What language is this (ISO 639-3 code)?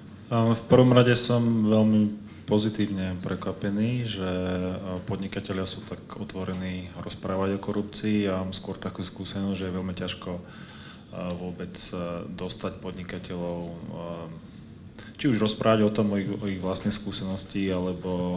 slk